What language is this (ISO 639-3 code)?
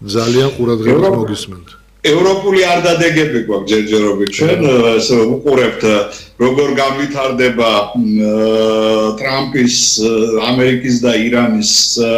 kat